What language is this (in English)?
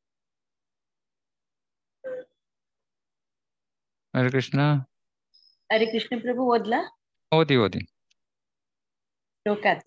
Kannada